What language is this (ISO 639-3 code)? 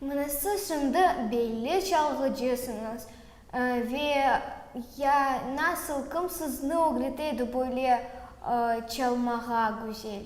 crh